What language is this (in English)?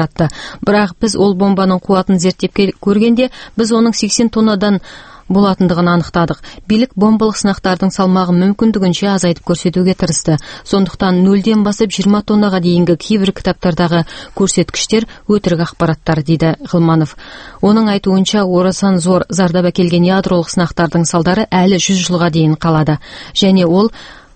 Kazakh